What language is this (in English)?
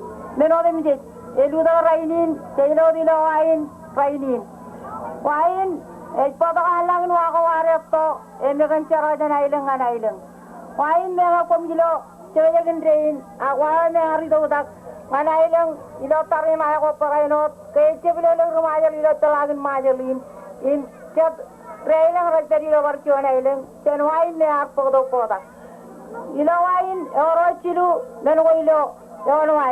Marshallese